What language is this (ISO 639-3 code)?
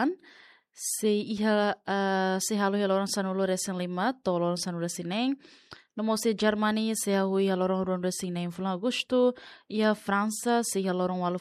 tet